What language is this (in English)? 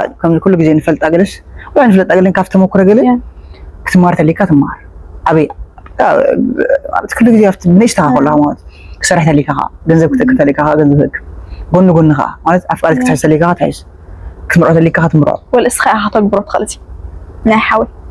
Tigrinya